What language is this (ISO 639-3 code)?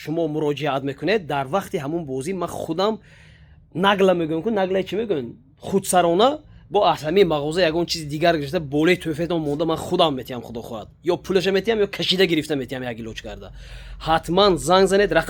tgk